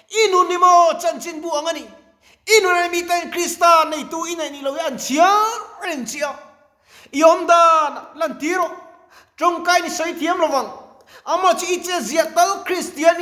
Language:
Mizo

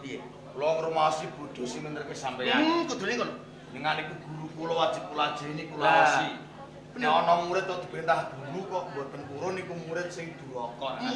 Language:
Javanese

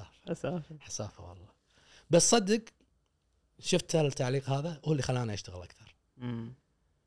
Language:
Gulf Arabic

